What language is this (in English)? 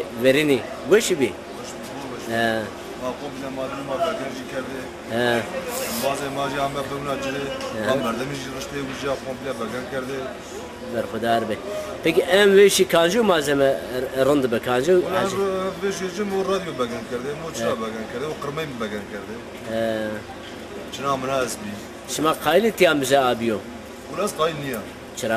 Zaza